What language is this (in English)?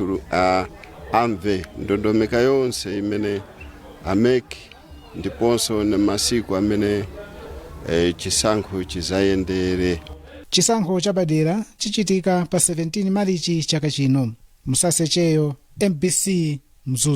Nyanja